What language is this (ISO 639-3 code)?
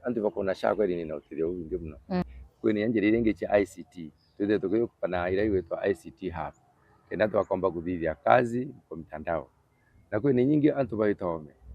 mer